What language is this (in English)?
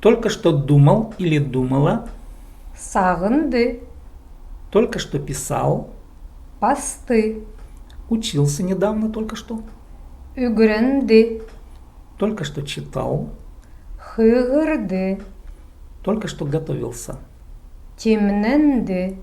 Khakas